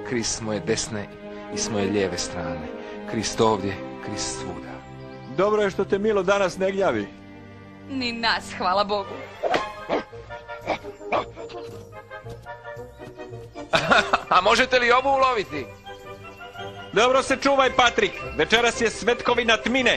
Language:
Croatian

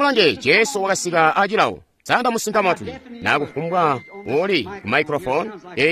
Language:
Tonga (Zambia)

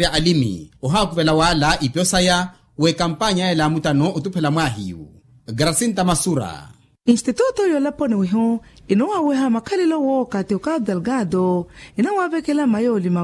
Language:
Makhuwa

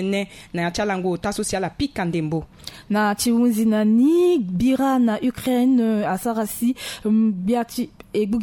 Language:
Sango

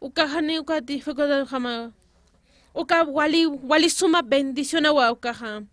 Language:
Aymara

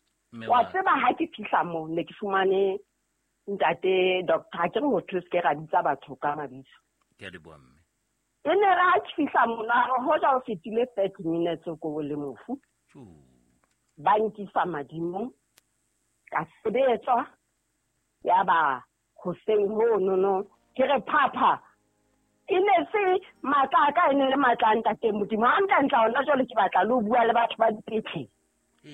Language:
Southern Sotho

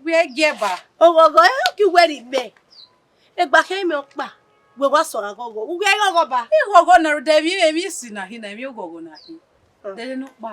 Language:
Bini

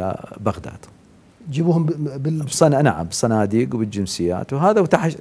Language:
Mesopotamian Arabic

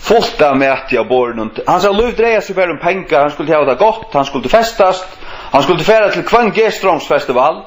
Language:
Faroese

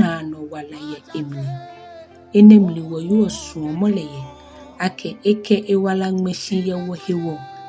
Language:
Ga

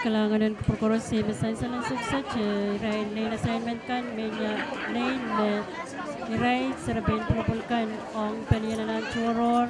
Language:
Pohnpeian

